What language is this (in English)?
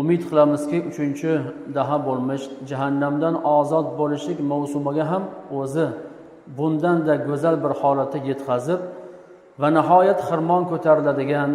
Uzbek